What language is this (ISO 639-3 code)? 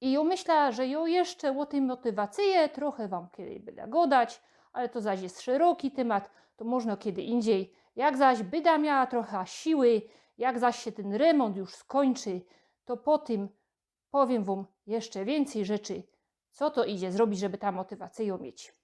szl